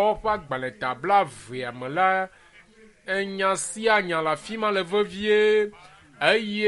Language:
Ewe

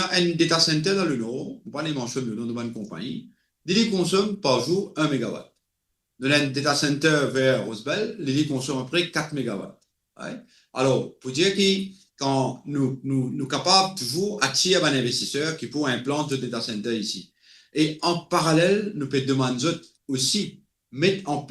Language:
Morisyen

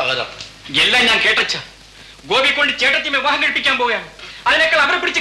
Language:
Malayalam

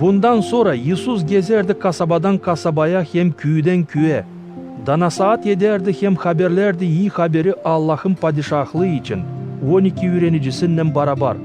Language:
Gagauz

